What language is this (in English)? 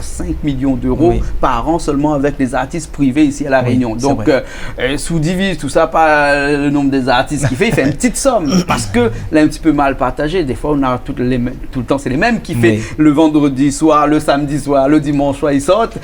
Réunion Creole French